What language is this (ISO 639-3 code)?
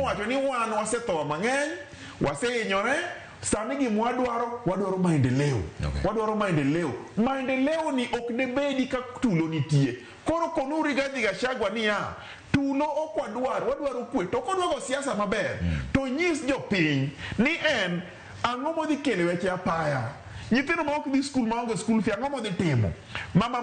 luo